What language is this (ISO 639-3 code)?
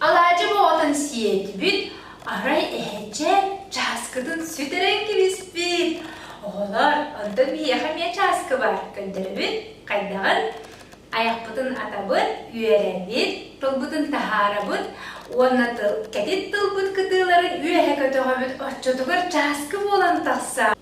sah